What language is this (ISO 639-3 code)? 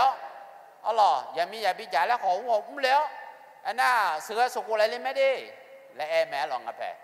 ahk